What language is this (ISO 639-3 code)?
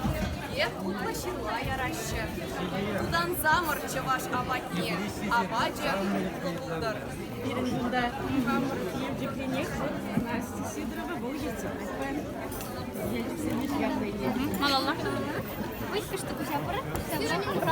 chv